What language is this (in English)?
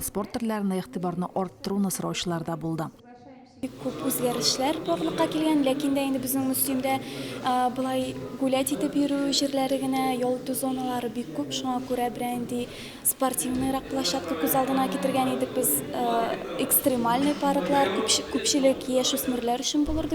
Tatar